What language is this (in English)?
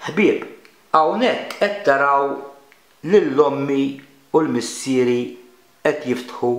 Maltese